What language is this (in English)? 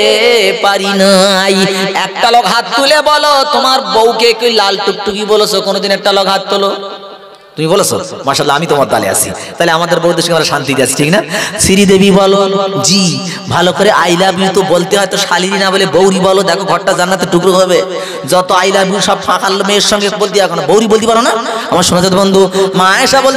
Bangla